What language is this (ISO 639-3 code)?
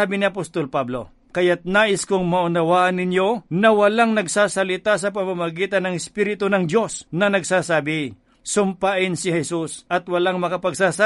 fil